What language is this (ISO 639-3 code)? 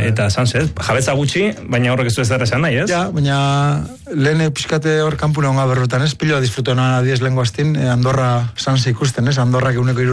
eus